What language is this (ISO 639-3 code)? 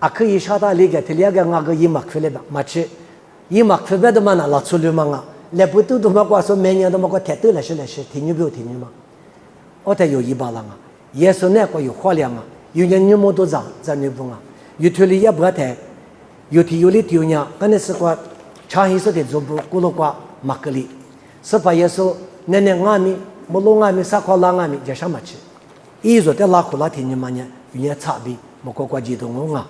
lis